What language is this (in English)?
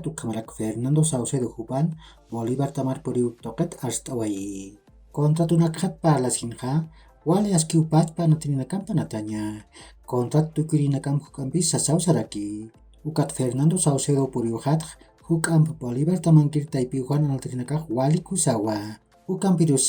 Aymara